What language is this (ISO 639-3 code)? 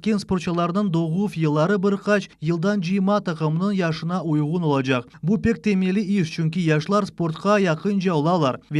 crh